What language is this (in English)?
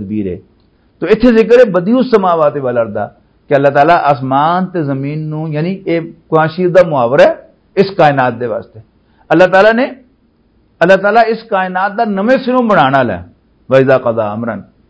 Western Panjabi